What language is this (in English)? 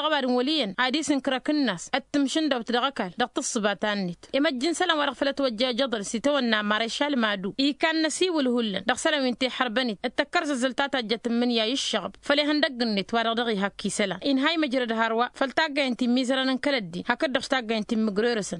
Tamasheq